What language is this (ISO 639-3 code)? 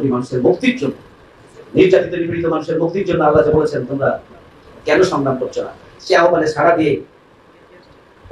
ben